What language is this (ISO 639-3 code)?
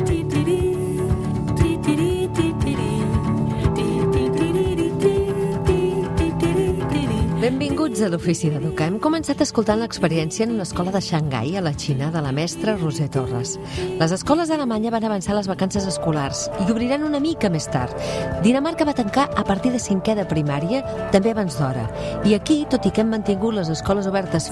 cat